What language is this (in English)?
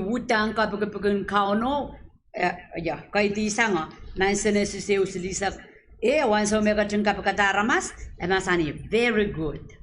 Pohnpeian